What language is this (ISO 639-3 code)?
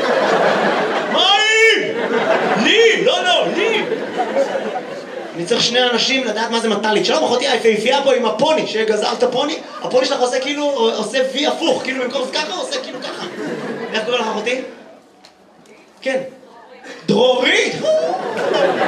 heb